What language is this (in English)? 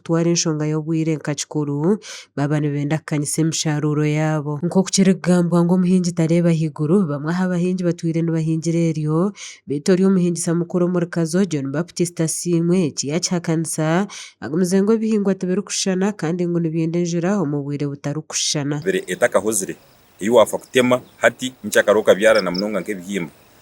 Nyankole